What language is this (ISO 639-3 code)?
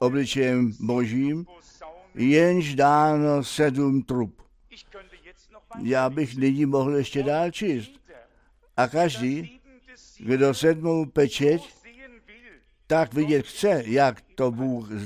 ces